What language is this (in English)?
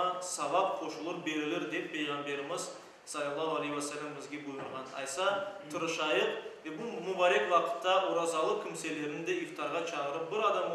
Crimean Tatar